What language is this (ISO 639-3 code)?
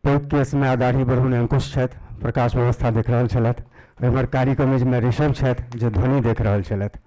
mai